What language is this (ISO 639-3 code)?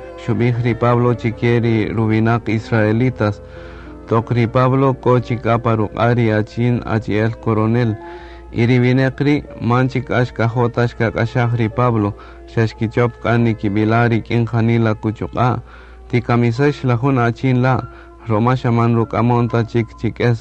cak